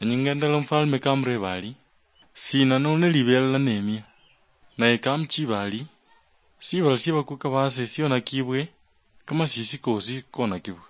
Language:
Luyia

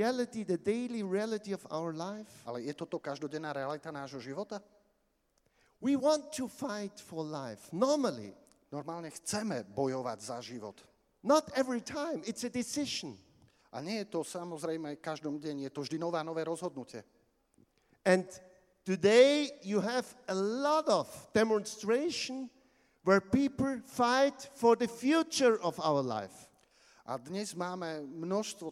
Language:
Slovak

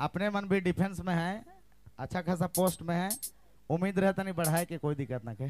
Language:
Sadri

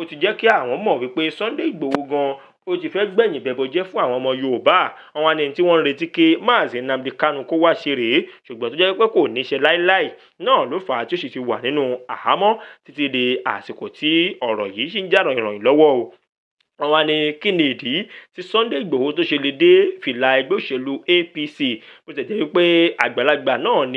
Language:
Yoruba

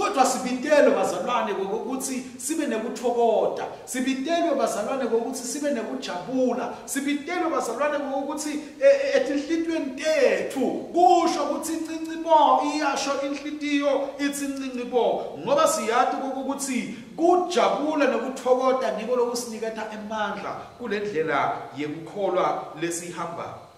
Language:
Swati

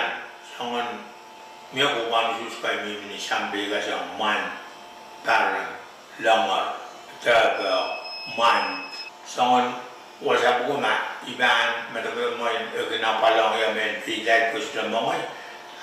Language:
Pohnpeian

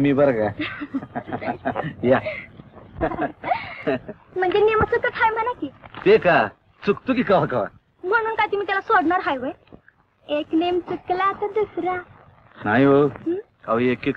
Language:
Marathi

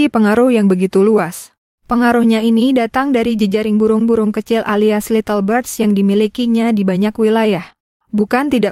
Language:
Indonesian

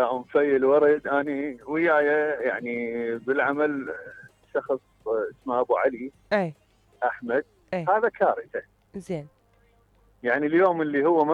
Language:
Mesopotamian Arabic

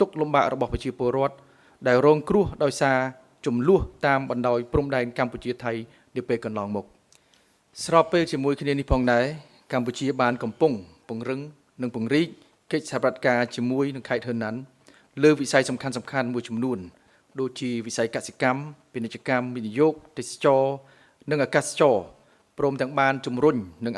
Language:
Khmer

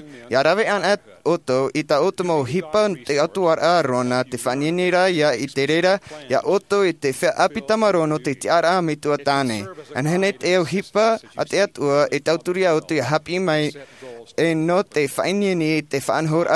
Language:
Tahitian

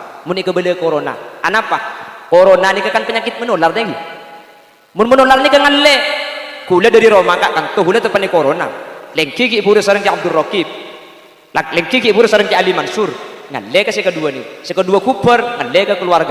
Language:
Madurese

